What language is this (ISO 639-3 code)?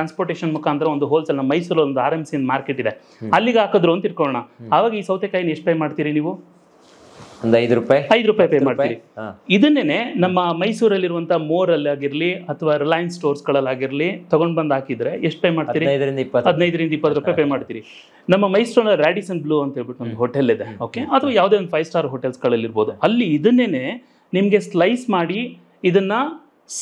kan